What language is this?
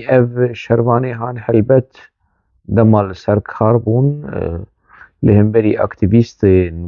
Kurdish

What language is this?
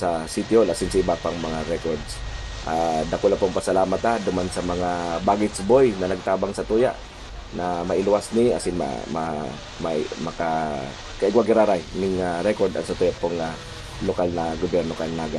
Bikol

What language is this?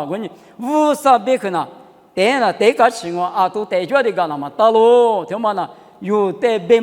Lisu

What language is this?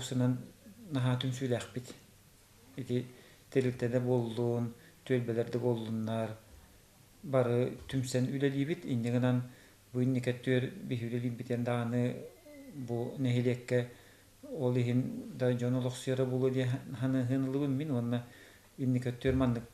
Yakut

